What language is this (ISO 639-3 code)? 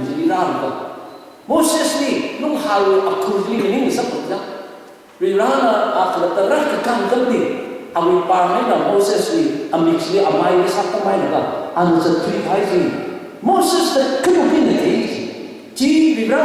nmf